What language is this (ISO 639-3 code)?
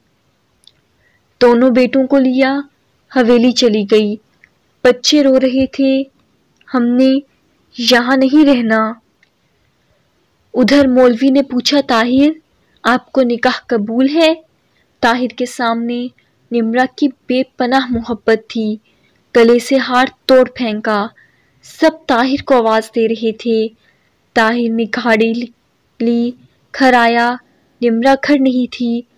urd